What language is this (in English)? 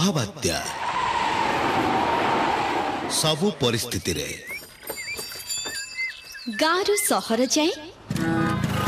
Odia